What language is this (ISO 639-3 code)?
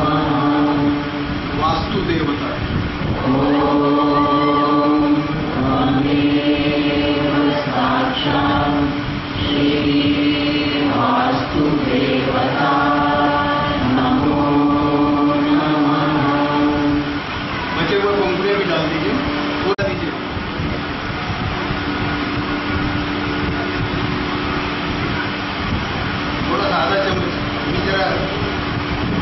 hin